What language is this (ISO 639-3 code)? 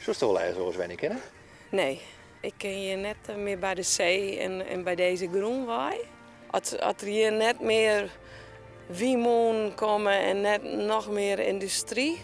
fry